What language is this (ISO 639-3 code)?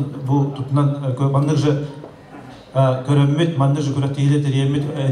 sah